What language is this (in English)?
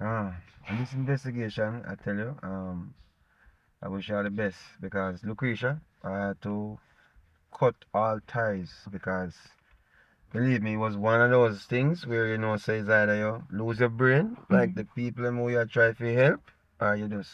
Jamaican Creole English